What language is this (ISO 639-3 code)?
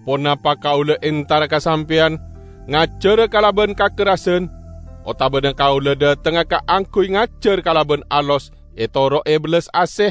mad